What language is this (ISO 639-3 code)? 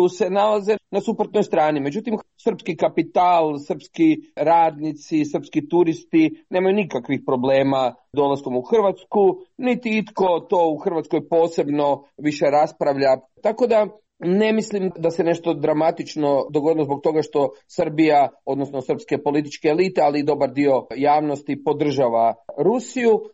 hrv